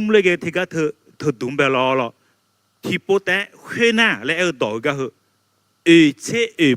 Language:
Akha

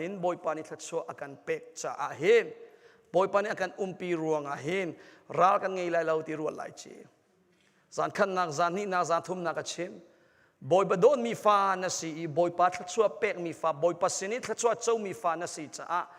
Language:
Hakha Chin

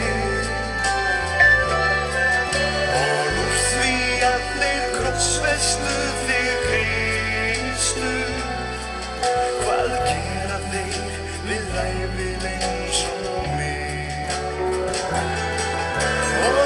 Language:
Icelandic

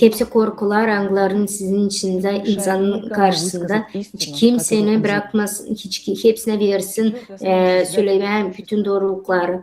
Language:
Gagauz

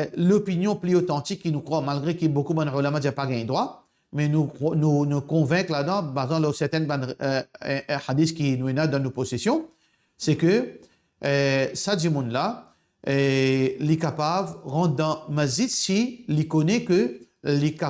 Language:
Morisyen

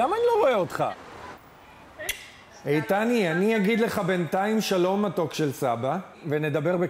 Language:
Hebrew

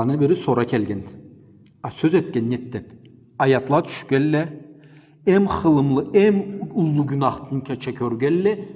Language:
Karachay-Balkar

